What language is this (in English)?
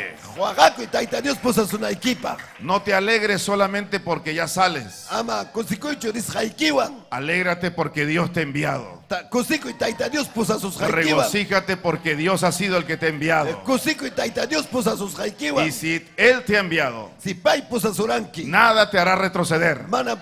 Ayacucho Quechua